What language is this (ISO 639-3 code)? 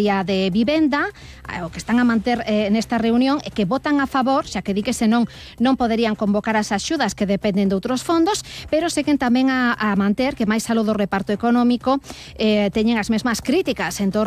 glg